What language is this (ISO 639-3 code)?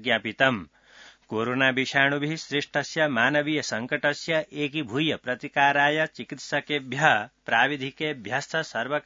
san